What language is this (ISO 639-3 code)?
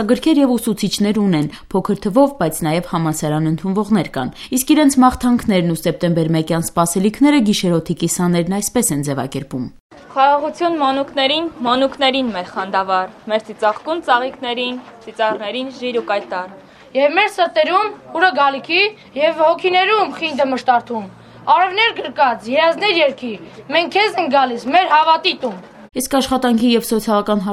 hye